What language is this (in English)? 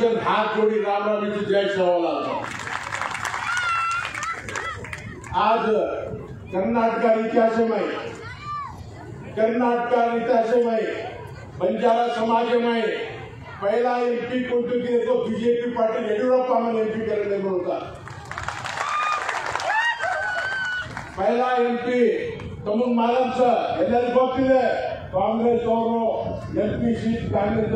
Kannada